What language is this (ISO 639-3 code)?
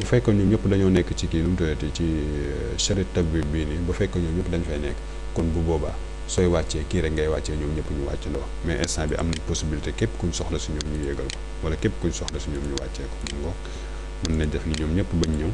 wol